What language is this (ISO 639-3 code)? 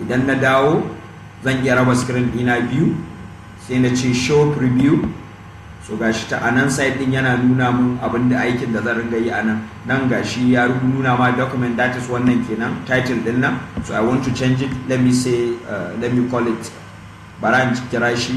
hau